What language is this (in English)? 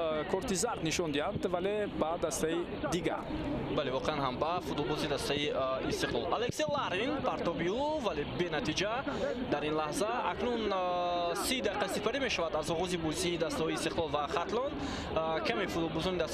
Tajik